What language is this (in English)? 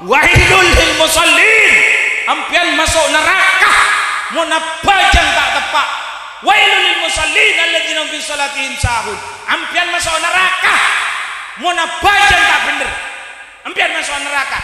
Madurese